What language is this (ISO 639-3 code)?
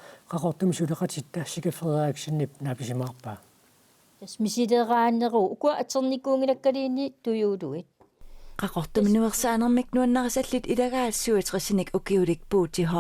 kal